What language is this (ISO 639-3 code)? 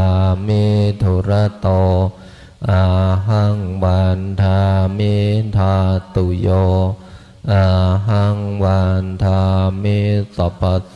pli